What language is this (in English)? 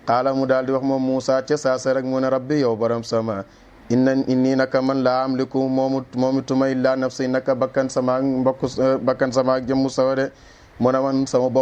Wolof